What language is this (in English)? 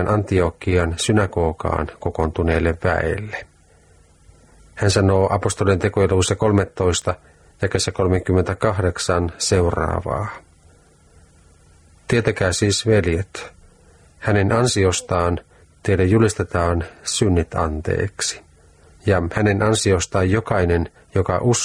Finnish